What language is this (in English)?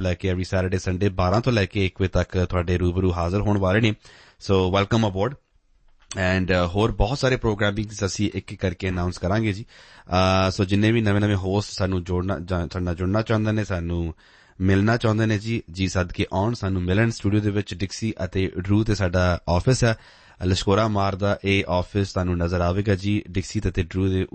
Punjabi